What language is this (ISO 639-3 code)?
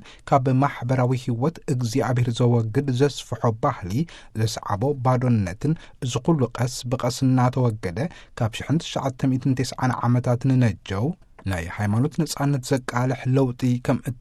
tir